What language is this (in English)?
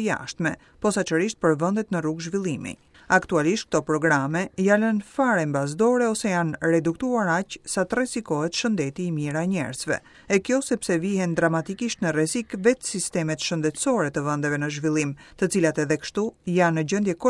Albanian